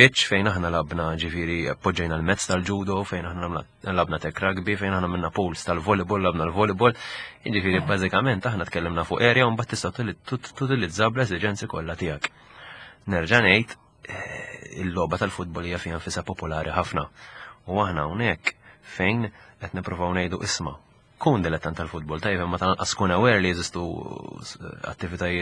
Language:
Maltese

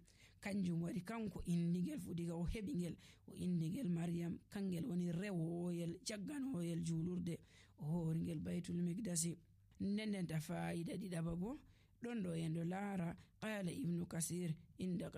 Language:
Nigerian Fulfulde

